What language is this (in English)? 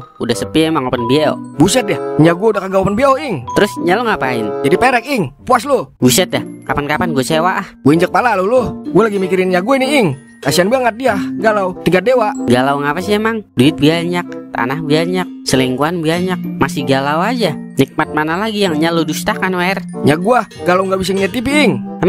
Betawi